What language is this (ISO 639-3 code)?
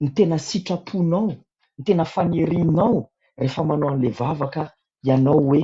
mlg